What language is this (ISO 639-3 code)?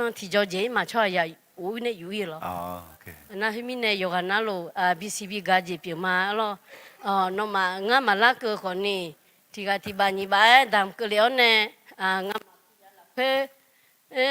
ahk